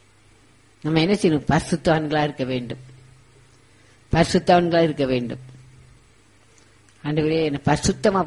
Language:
Tamil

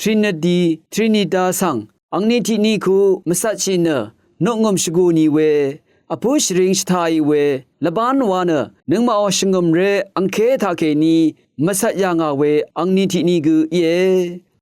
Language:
Rawang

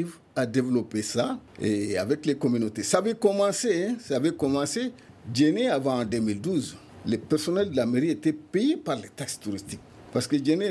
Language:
French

